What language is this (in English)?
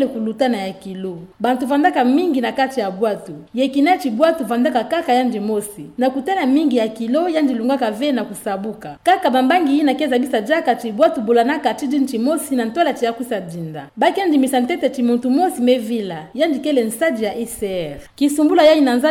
Kituba (Democratic Republic of Congo)